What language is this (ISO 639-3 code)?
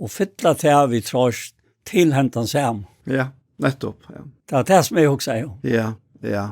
fao